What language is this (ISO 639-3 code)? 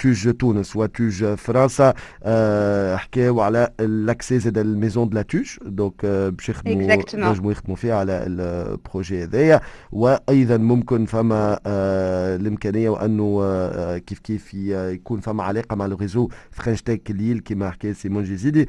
aeb